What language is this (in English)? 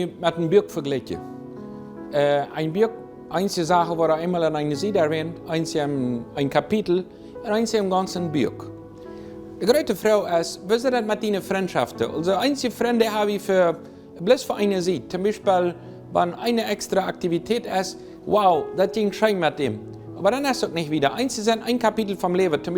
Plautdietsch